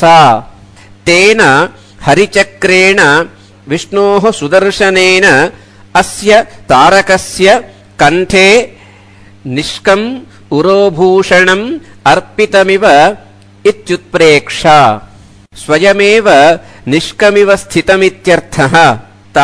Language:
Sanskrit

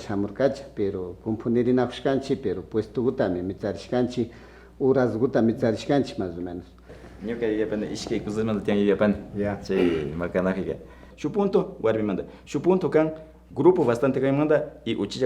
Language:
Imbabura Highland Quichua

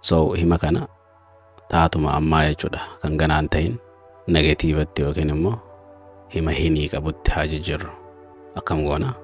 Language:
Oromo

